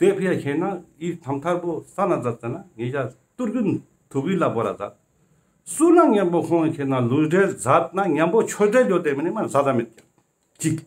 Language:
Ladakhi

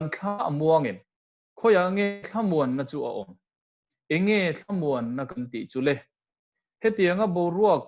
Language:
Mizo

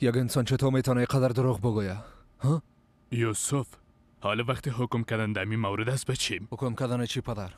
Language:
Persian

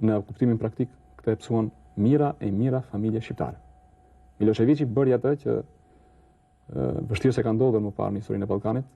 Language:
Albanian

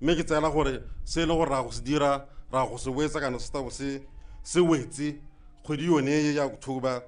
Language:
Tswana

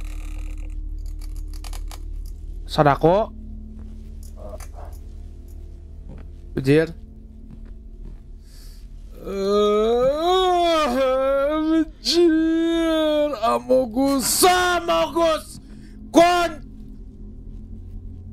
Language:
Indonesian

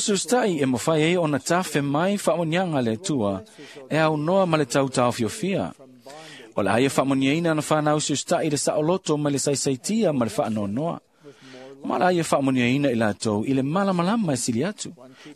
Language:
Samoan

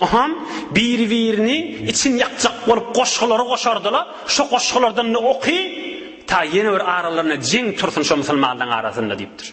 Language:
Turkmen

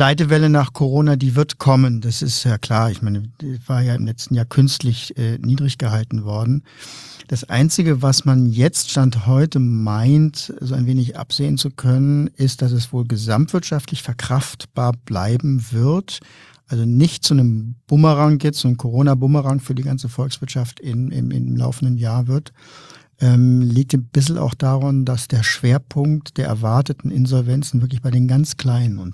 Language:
German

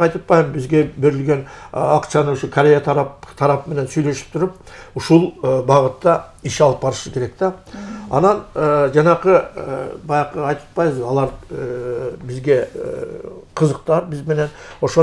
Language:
Kyrgyz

